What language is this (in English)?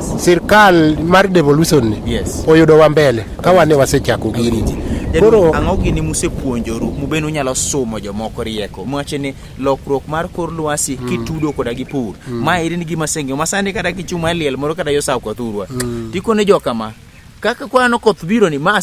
Luo (Kenya and Tanzania)